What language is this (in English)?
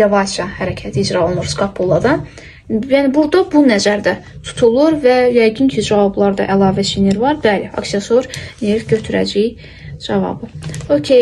Azerbaijani